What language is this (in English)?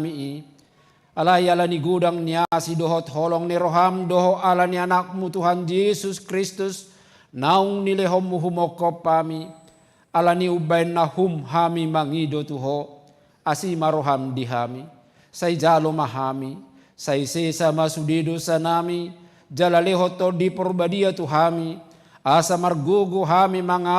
Batak Toba